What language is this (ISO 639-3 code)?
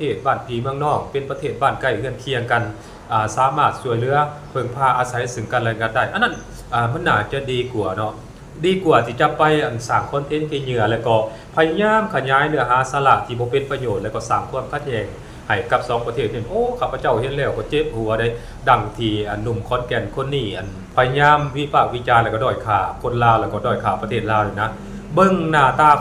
lao